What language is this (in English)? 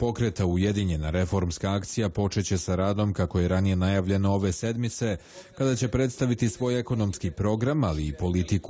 Serbian